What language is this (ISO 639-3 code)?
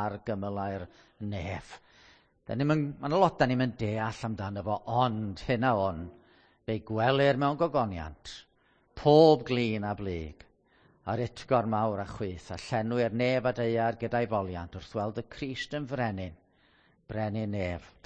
cym